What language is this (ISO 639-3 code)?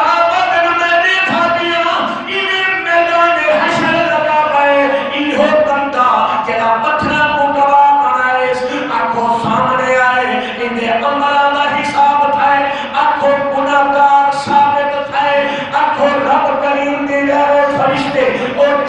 skr